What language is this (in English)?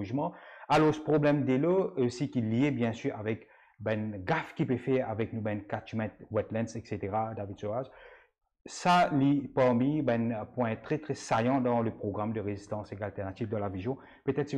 Morisyen